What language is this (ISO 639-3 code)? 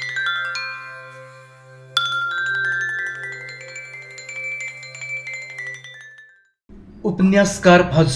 new